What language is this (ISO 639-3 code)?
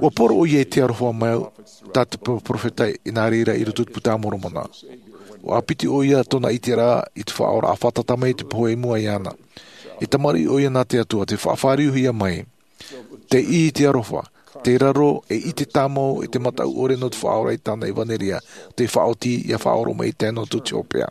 tah